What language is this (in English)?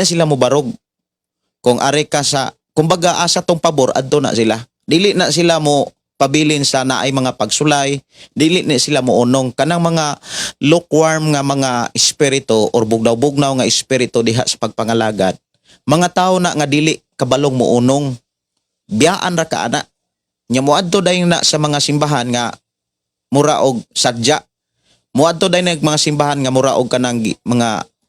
Cebuano